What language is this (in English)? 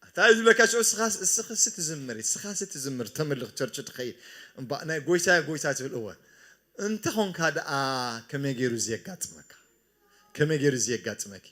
Tigrinya